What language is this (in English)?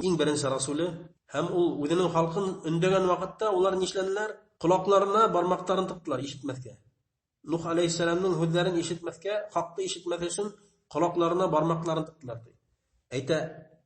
Bashkir